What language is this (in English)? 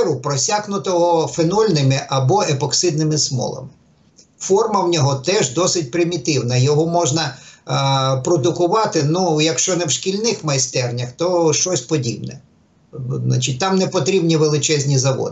Ukrainian